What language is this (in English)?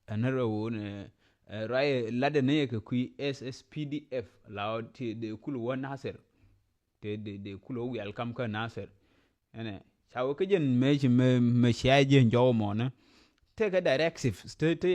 Nuer